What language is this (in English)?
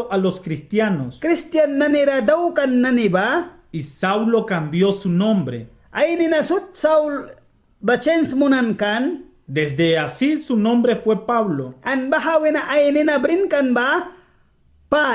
Mískito